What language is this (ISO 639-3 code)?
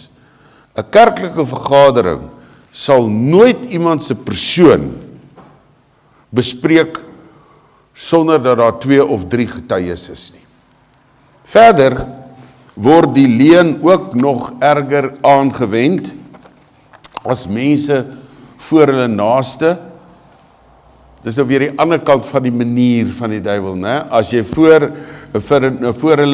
afr